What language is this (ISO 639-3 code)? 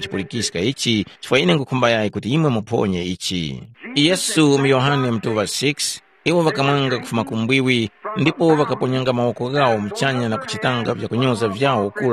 tum